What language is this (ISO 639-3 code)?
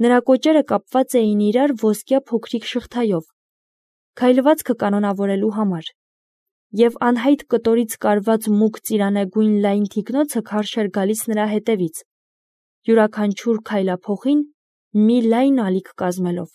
hye